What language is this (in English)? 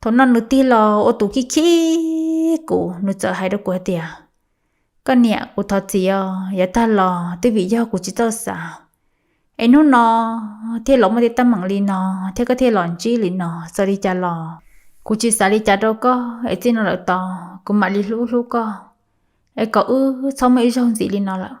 Hmong